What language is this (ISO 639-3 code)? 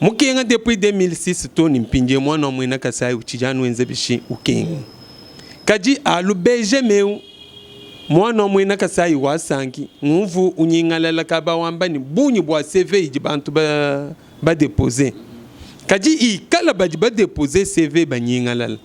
lua